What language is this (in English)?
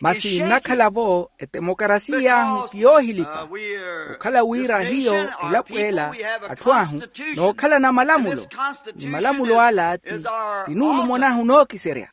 Makhuwa